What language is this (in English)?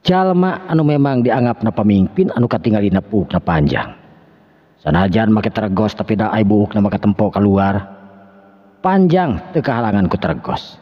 Sundanese